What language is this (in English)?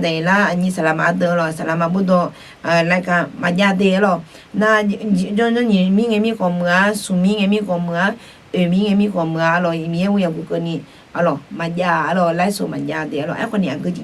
Akha